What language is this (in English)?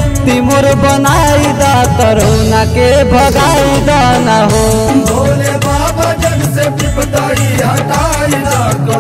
Bhojpuri